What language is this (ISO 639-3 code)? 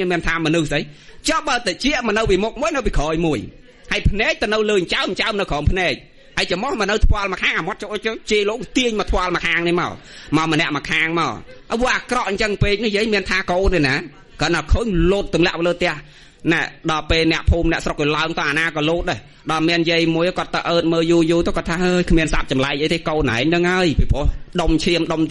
khm